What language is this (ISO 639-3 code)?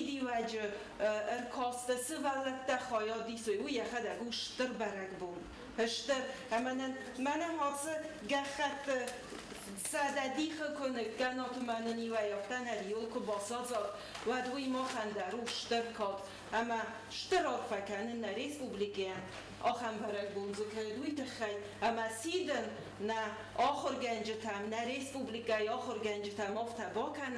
oss